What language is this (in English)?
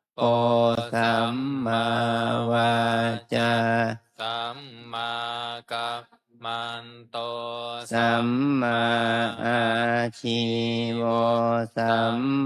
Pali